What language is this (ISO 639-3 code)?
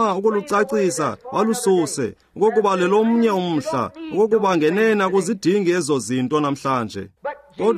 xho